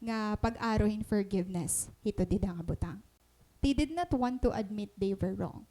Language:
Waray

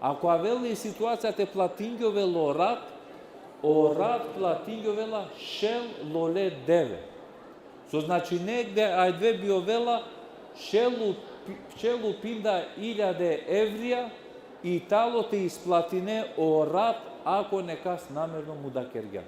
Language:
Balkan Romani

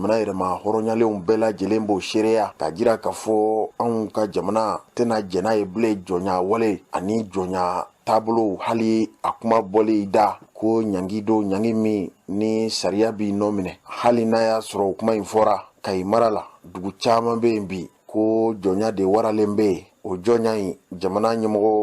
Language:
Bambara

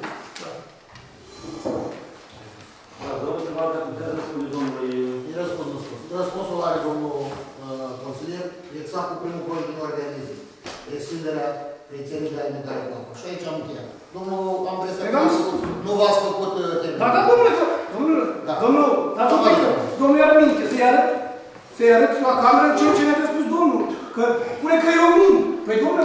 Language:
Romanian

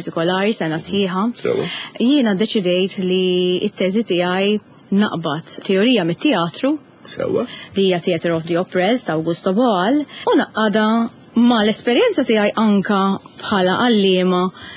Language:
Maltese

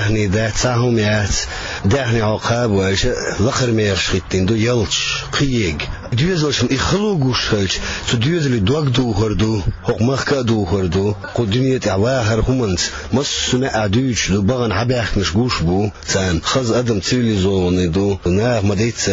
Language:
Chechen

